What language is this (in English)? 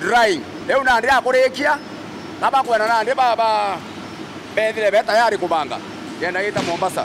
Meru